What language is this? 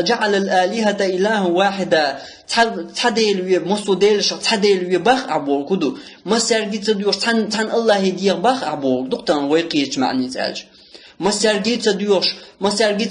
Chechen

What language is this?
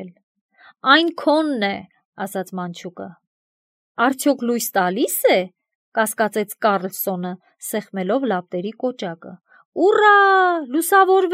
Armenian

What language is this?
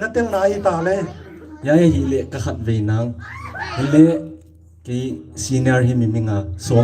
Paite Chin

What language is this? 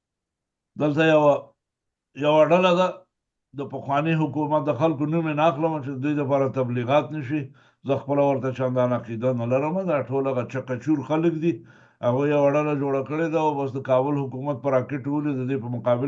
Pashto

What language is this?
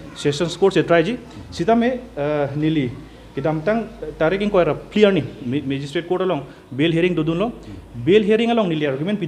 Karbi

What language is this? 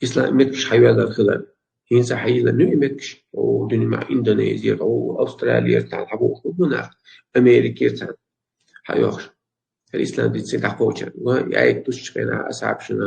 Chechen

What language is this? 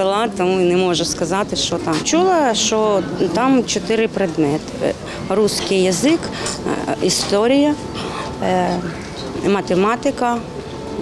Ukrainian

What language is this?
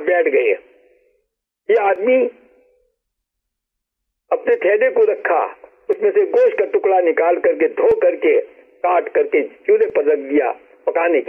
Urdu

